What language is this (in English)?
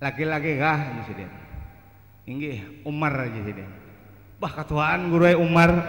Banjar